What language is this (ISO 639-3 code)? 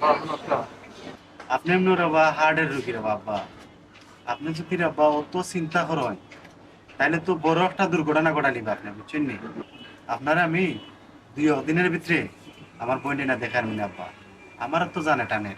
syl